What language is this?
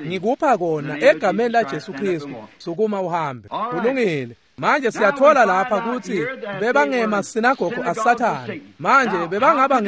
Swati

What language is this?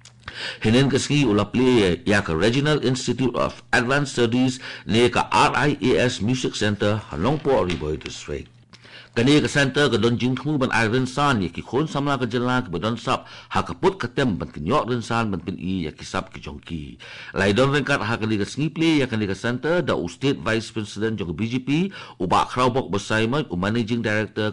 Khasi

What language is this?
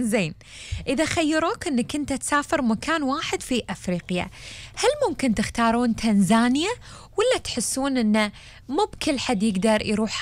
Gulf Arabic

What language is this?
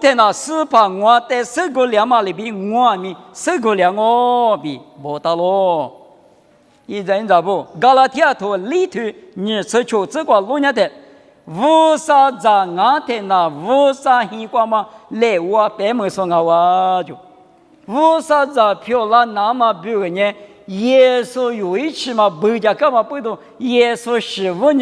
Lisu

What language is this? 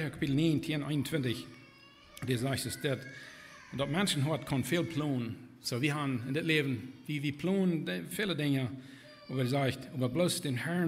Plautdietsch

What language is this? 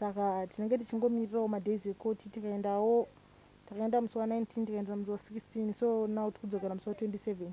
Shona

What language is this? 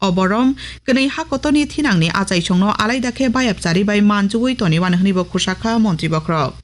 Kok Borok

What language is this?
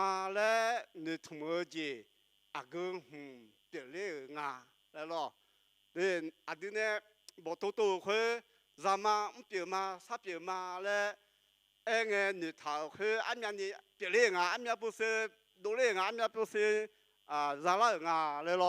Akha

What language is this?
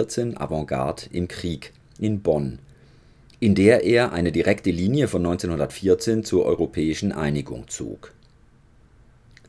German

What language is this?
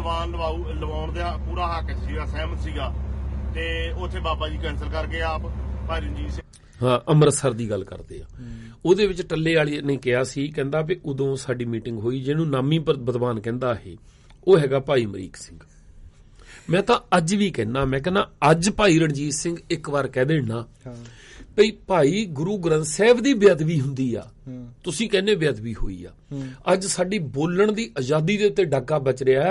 Punjabi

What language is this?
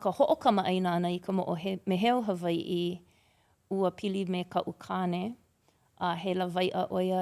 Hawaiian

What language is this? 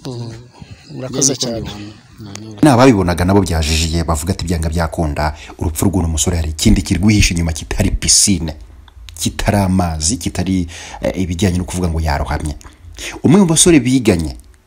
Kinyarwanda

